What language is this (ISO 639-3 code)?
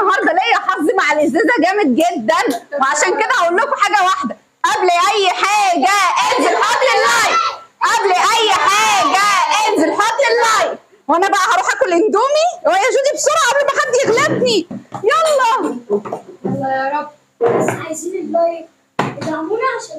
arz